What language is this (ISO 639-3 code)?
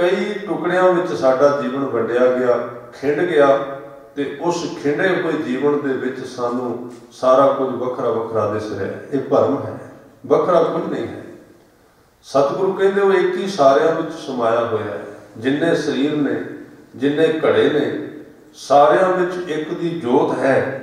pan